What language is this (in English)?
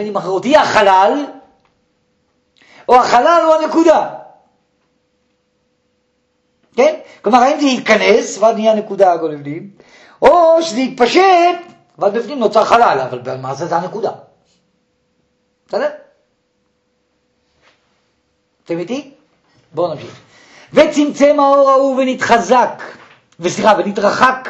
Hebrew